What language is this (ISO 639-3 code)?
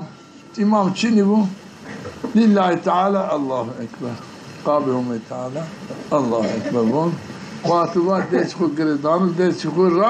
zza